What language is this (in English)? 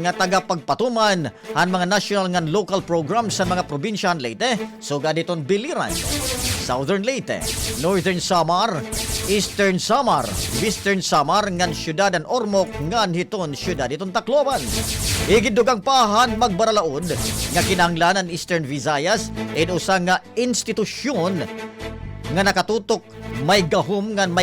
Waray